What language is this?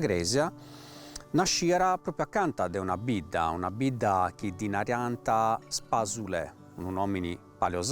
Sardinian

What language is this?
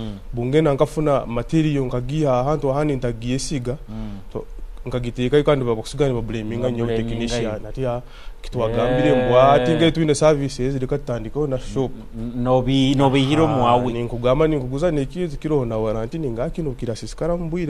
Nyoro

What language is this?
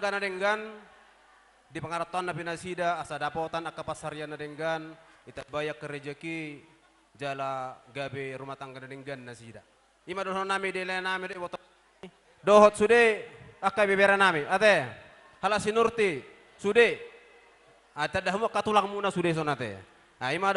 Batak Toba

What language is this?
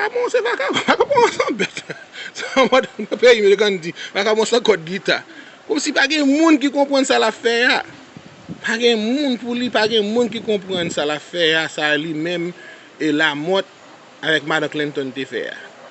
Haitian Creole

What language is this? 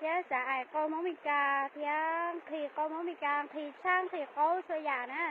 Hmong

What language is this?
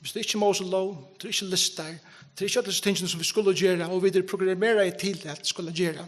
Faroese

